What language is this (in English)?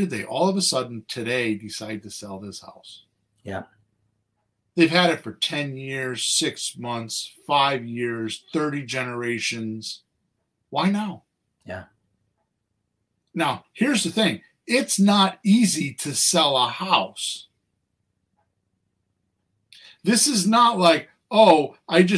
English